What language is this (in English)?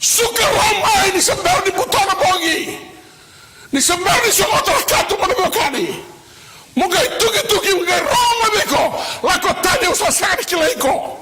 Fijian